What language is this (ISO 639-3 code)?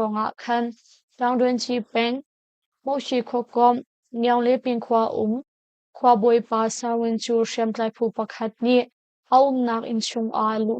cnh